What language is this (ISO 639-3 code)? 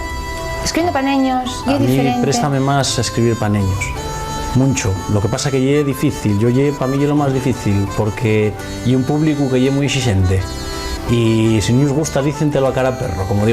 ast